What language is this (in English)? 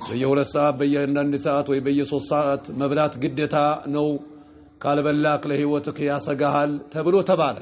Amharic